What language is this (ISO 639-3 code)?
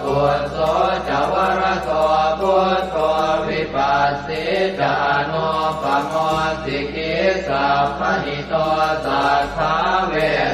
pli